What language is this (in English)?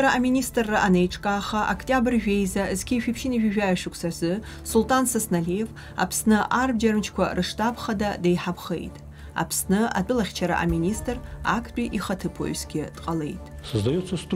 Abkhazian